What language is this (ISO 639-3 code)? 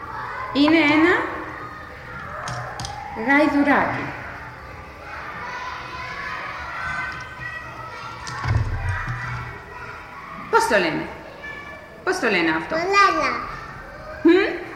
ell